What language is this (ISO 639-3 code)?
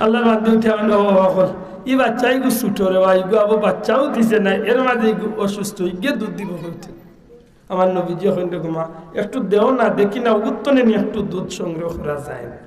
syl